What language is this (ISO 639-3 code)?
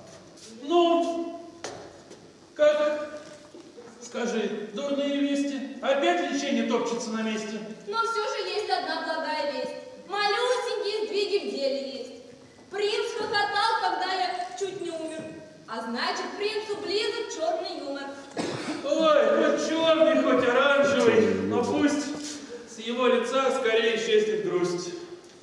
rus